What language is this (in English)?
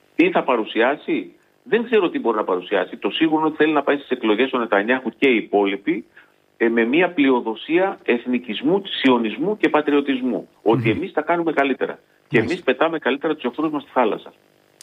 Greek